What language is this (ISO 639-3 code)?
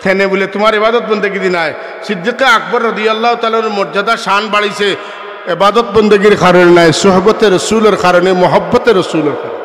syl